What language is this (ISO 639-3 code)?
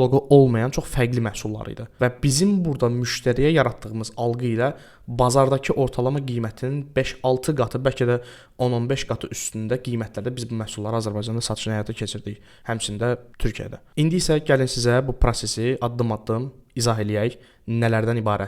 aze